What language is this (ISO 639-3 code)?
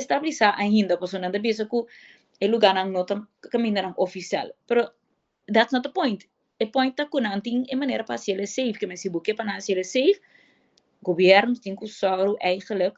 pap